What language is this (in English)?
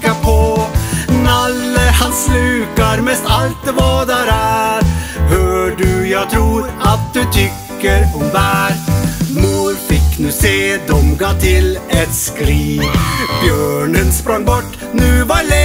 Swedish